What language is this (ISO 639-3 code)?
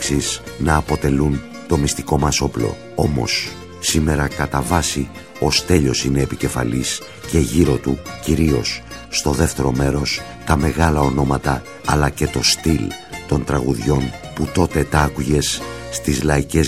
ell